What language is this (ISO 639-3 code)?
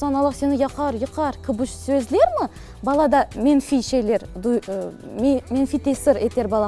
crh